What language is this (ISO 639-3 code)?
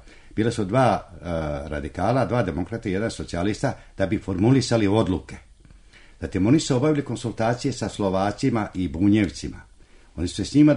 srp